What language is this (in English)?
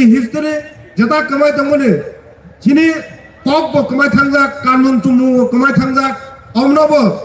Kok Borok